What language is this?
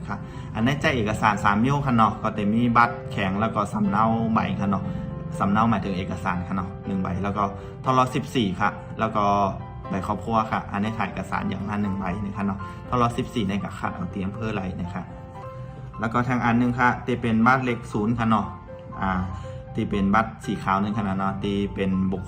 Shan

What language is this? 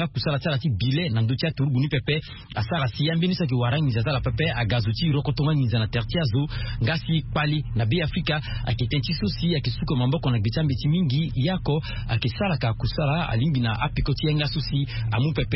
Sango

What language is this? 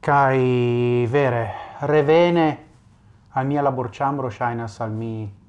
Esperanto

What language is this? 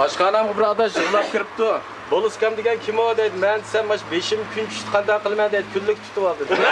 Uyghur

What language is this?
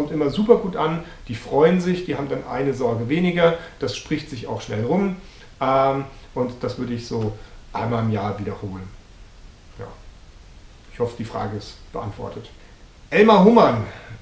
German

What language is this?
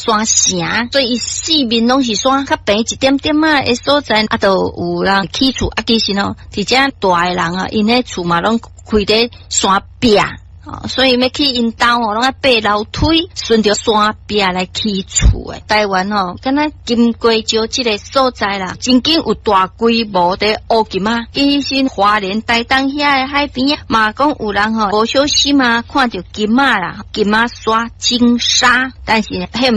Min Nan Chinese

